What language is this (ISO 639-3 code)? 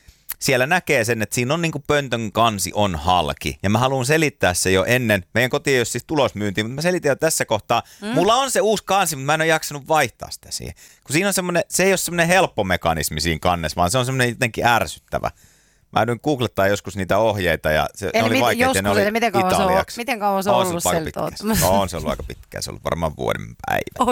fin